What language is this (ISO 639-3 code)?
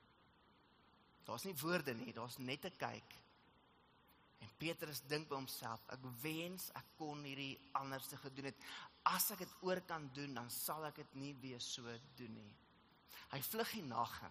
afr